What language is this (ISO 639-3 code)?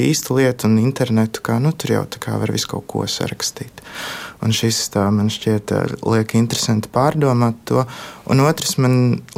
lav